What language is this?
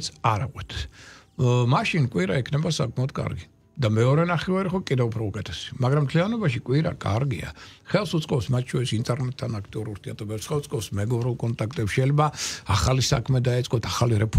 Georgian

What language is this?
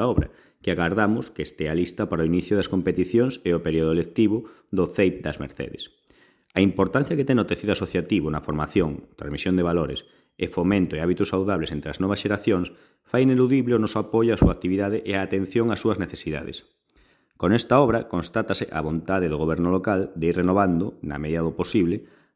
Galician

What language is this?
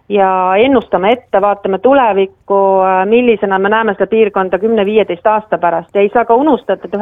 Estonian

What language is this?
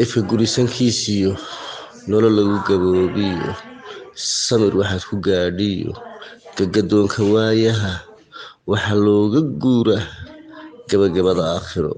Somali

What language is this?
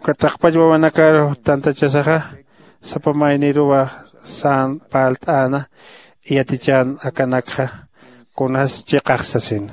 Aymara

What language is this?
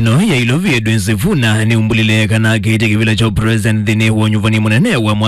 Kamba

